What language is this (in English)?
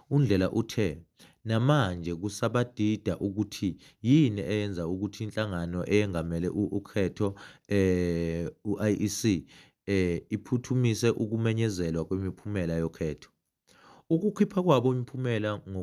Zulu